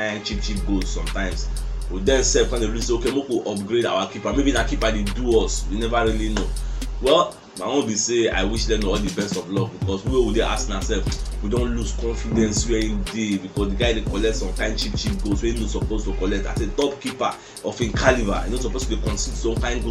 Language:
Nigerian Pidgin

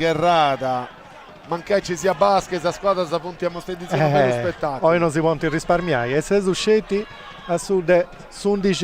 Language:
Sardinian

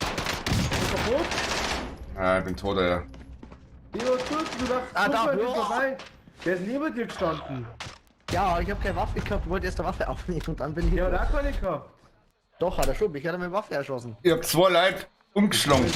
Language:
Bavarian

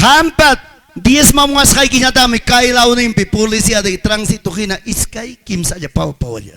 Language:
Ayacucho Quechua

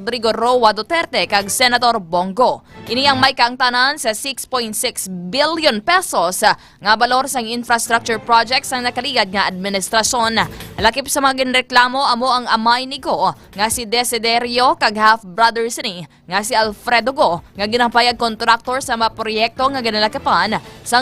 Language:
Hiligaynon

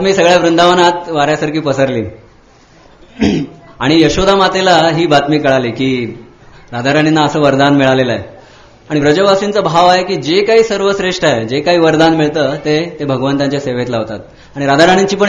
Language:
Marathi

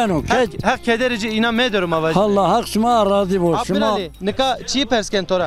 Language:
Zaza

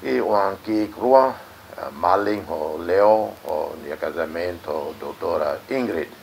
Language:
Tetum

